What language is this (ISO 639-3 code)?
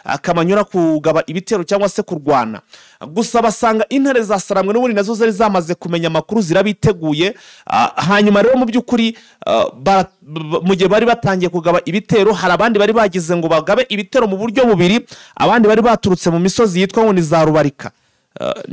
kin